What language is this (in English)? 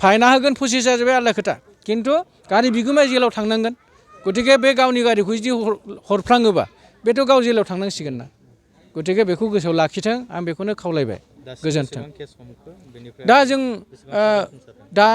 Bodo